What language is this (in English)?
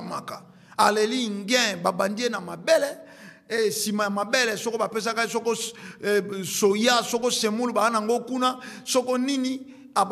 Lingala